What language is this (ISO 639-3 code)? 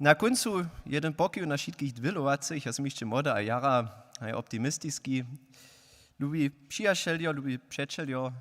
hsb